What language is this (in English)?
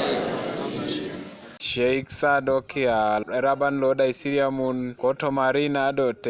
Teso